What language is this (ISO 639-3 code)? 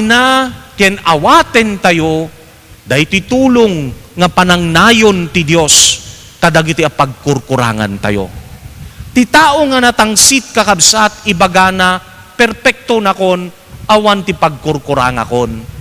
ilo